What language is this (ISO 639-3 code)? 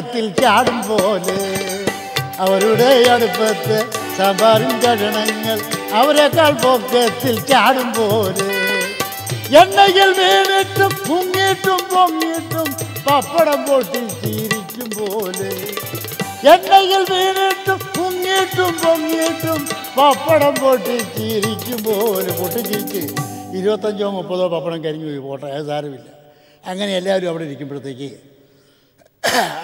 mal